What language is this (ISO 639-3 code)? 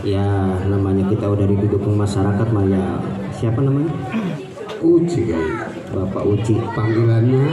bew